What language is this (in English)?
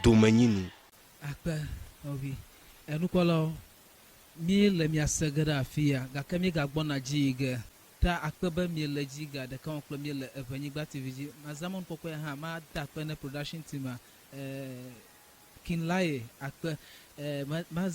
Ewe